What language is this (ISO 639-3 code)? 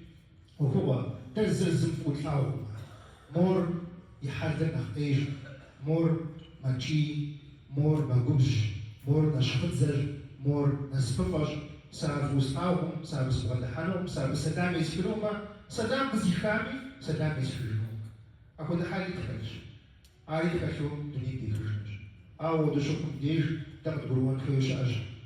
kbd